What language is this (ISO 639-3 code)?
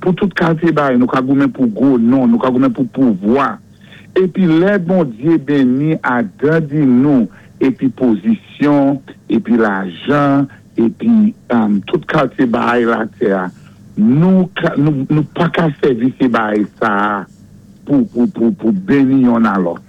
acf